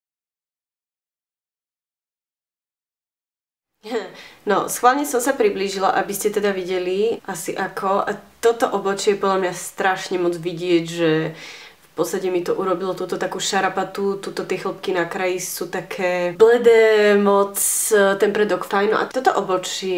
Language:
Slovak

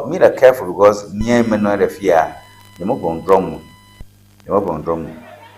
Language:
Ewe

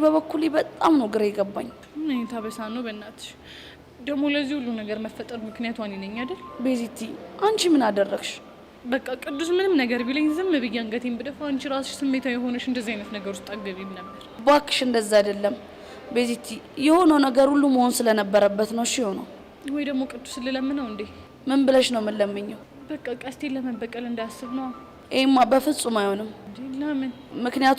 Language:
Amharic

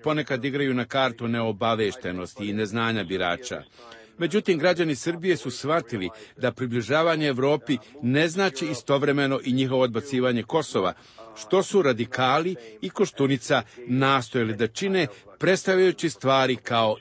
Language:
Serbian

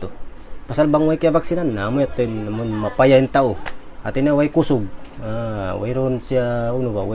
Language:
Tausug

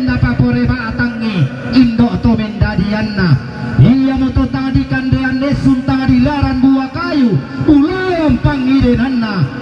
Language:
Toraja-Sa'dan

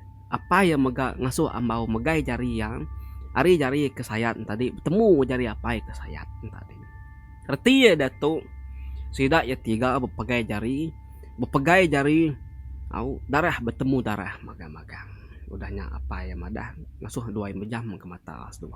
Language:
Iban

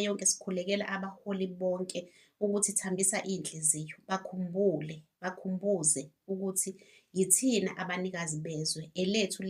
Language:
Zulu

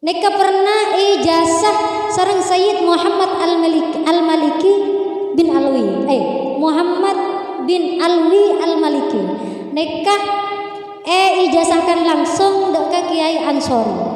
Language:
Madurese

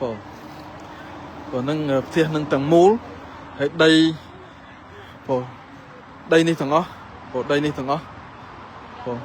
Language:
Khmer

